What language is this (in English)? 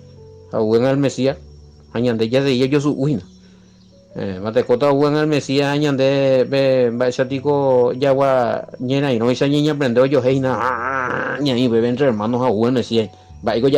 Guarani